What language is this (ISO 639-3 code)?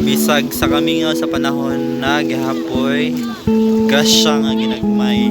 ceb